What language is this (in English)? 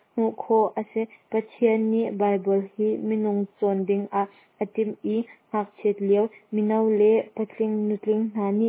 Hakha Chin